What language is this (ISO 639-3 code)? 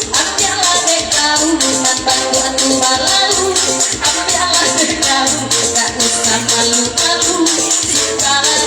min